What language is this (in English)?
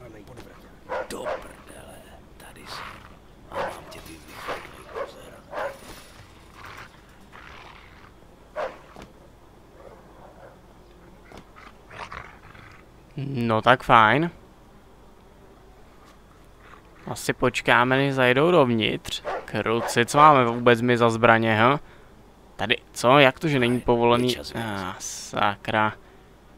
Czech